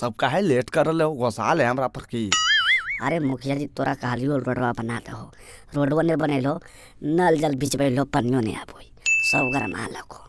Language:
Magahi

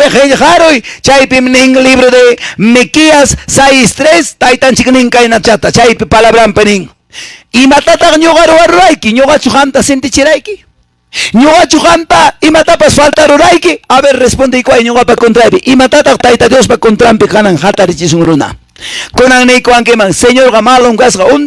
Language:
Quechua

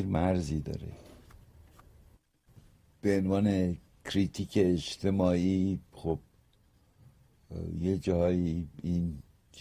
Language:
Persian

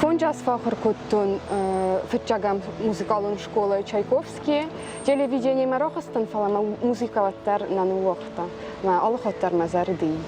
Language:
Ossetic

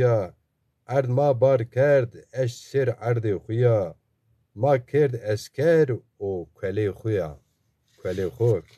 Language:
Zaza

